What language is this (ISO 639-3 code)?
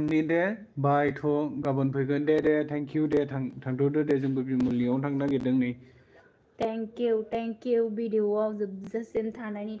brx